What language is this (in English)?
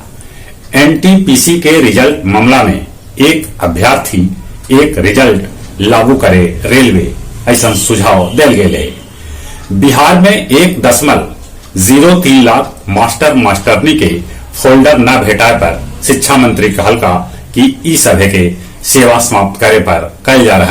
Magahi